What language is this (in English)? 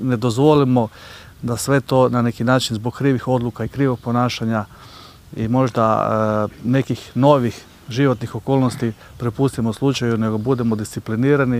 Croatian